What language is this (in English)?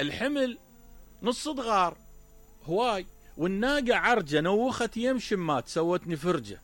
Mesopotamian Arabic